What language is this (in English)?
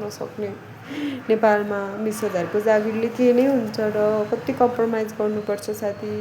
Nepali